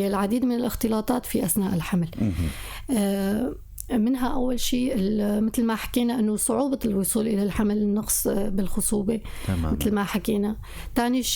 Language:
North Levantine Arabic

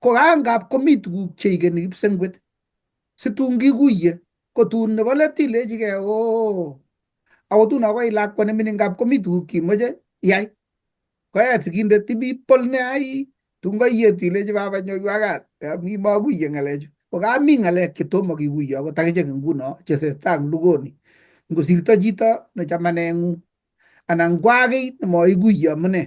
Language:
Kalenjin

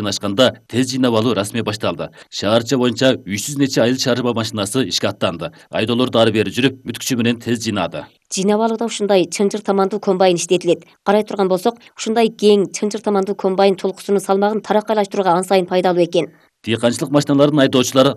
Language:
Kyrgyz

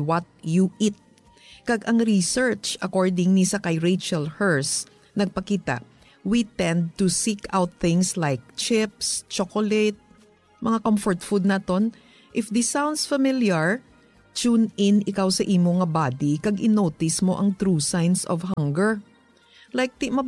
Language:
Hiligaynon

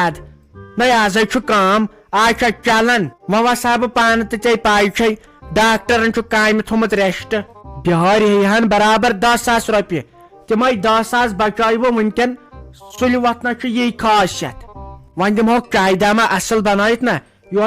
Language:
Kashmiri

